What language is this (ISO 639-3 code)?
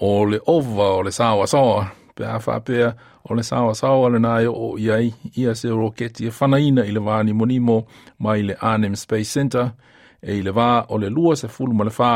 smo